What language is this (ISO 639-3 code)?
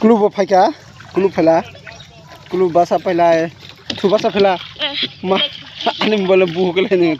trp